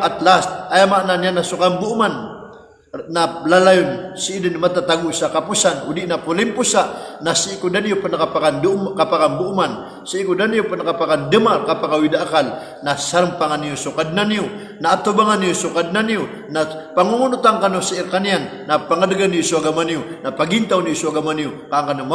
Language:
Maranao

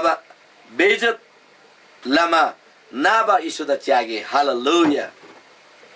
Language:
Eastern Tamang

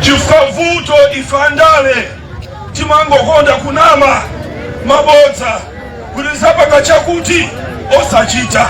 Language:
Nyanja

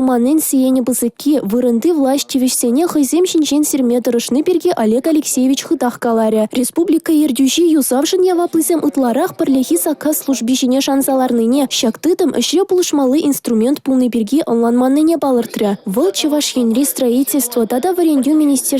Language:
Chuvash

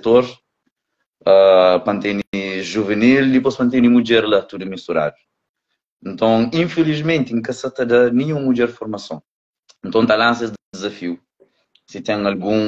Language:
Kabuverdianu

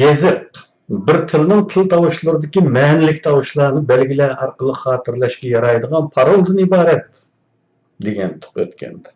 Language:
Uyghur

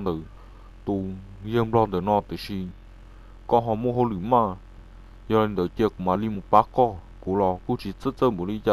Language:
Hmong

